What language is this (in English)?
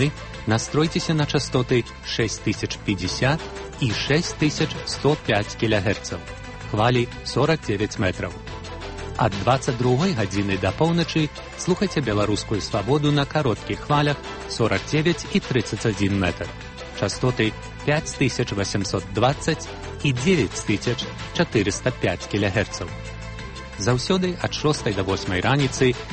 Belarusian